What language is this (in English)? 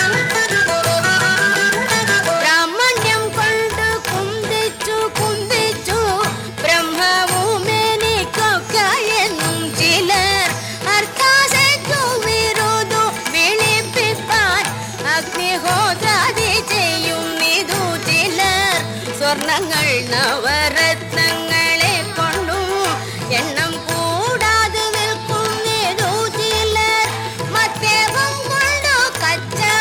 Malayalam